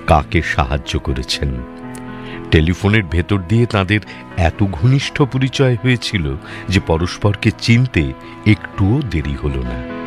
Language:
Bangla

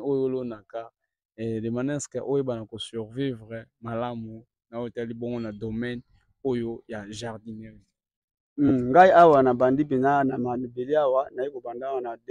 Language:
Lingala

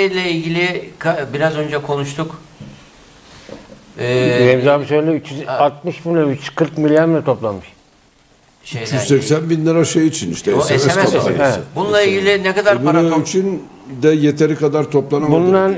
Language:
Turkish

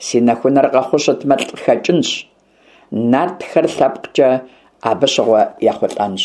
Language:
Kabardian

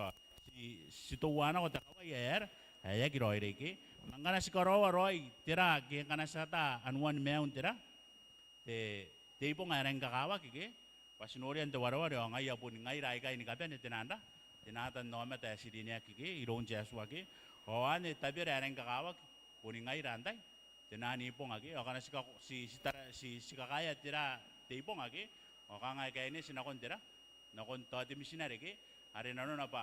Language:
Gilbertese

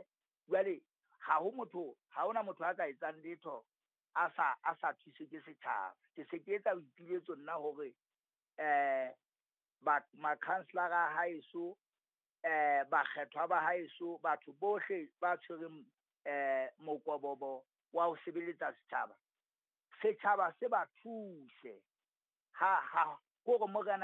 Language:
Southern Sotho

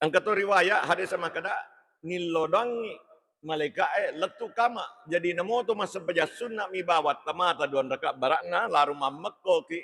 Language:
Buginese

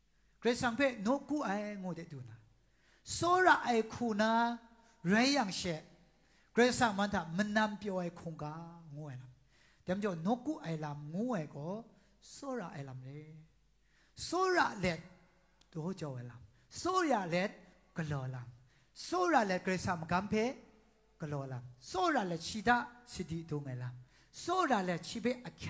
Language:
Kachin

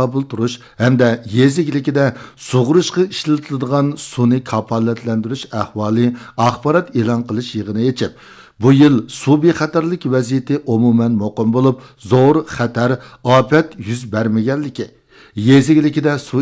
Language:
Uyghur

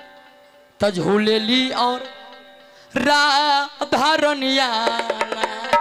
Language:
Bhojpuri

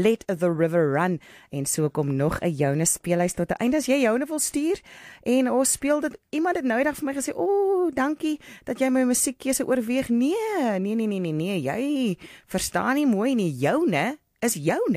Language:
Afrikaans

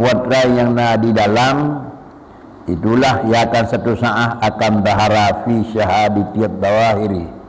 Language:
Achinese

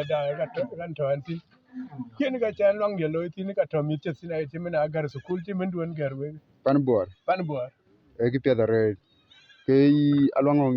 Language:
Dinka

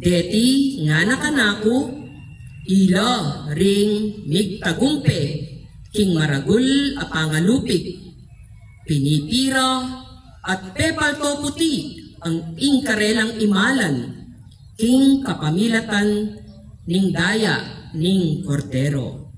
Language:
Pampanga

